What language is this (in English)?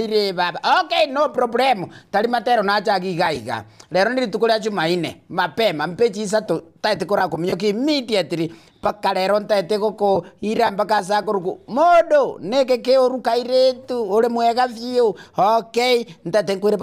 Gusii